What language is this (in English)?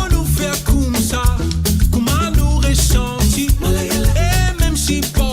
Morisyen